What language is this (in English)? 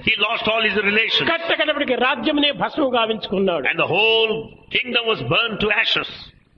Telugu